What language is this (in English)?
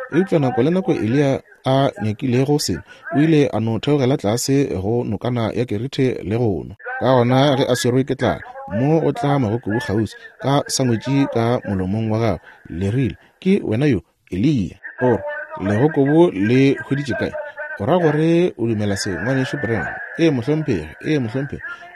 Northern Sotho